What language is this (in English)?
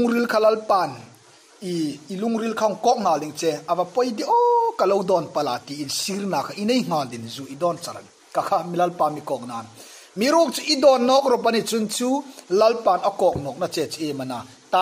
Hmar